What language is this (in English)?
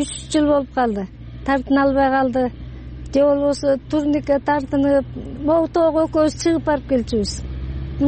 Kyrgyz